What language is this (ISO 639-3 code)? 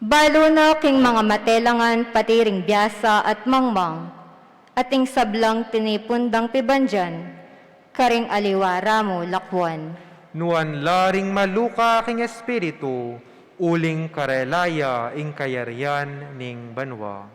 pam